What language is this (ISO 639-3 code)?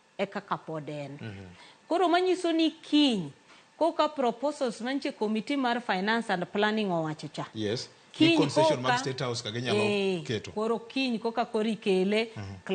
luo